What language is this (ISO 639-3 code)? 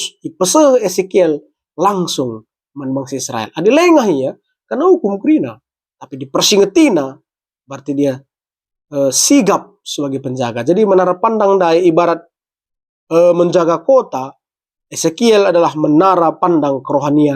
btx